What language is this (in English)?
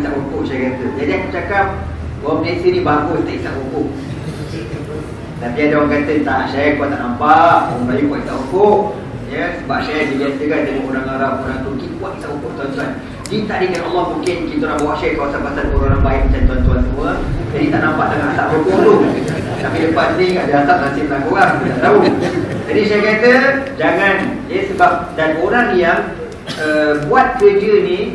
Malay